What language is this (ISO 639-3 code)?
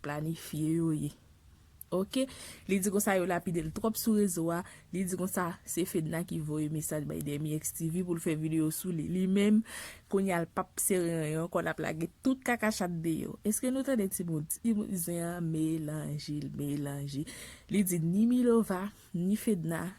hat